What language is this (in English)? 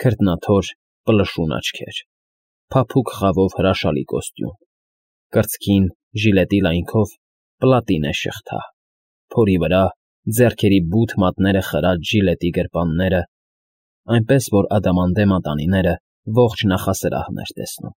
Armenian